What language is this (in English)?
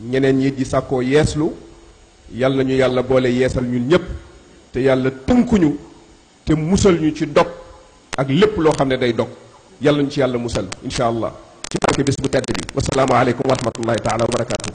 Wolof